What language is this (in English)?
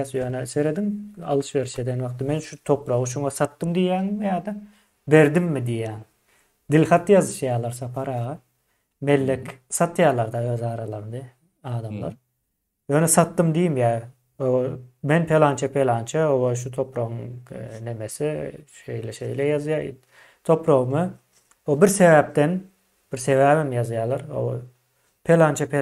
Turkmen